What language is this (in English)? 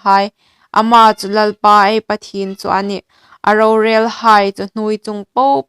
Hmar